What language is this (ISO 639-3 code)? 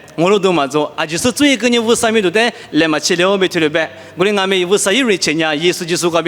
lis